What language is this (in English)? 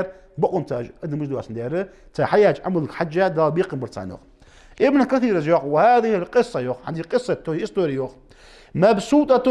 Ingush